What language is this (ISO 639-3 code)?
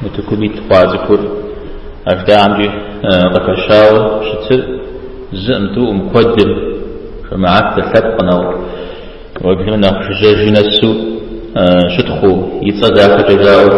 kbd